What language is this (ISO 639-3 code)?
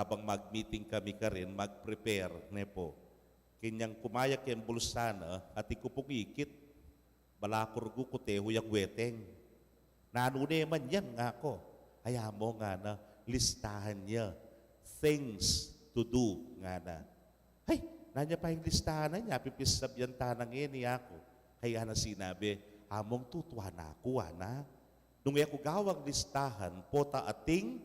pam